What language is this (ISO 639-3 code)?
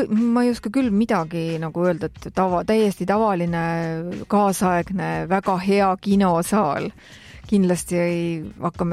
est